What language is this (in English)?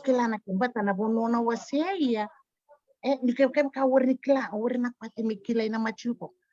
Fijian